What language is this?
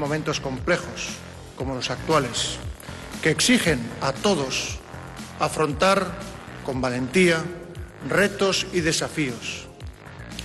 Spanish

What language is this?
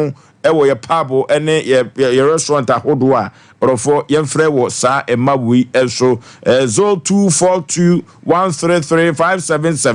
Akan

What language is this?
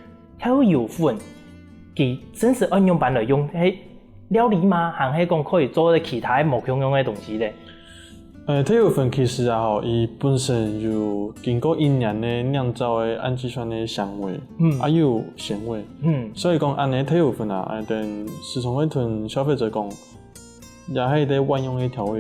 Hakka Chinese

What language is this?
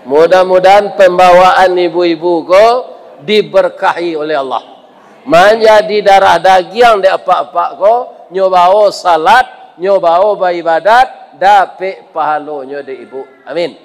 Minangkabau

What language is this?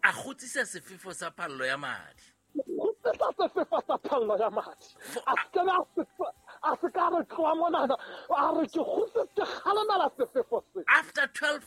Southern Sotho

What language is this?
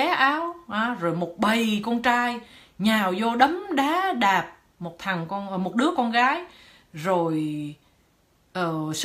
Vietnamese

